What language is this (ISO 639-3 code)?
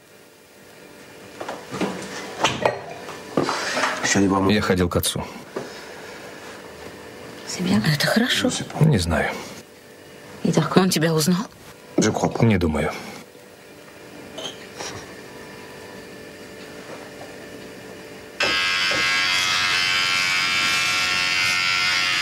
rus